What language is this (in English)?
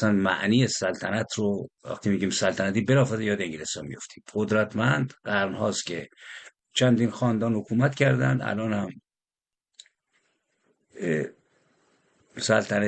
Persian